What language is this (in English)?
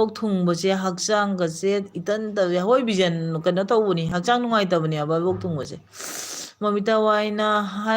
Manipuri